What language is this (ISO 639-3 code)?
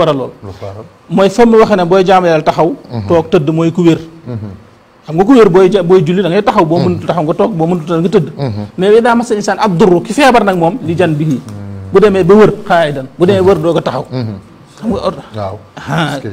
wol